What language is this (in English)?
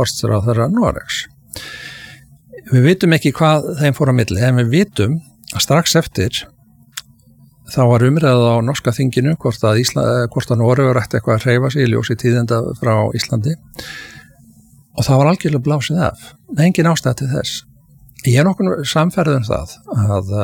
Icelandic